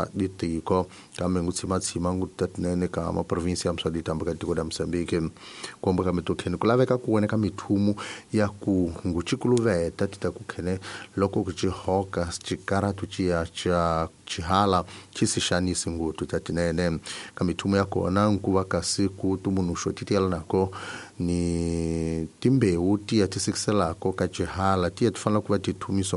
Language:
Tsonga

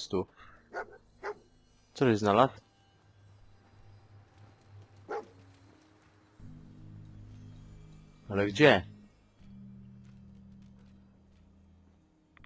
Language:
Polish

